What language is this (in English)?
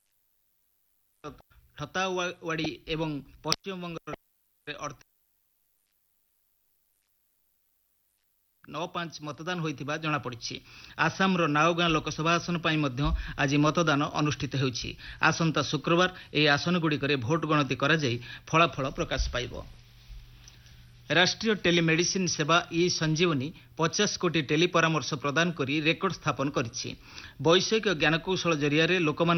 Odia